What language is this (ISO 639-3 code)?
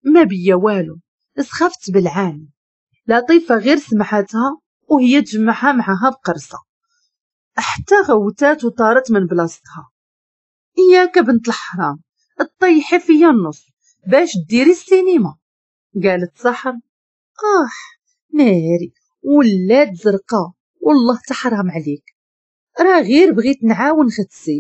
ary